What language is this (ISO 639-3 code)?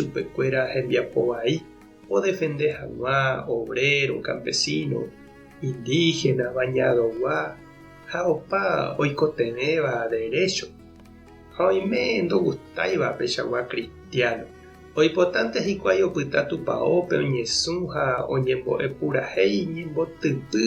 grn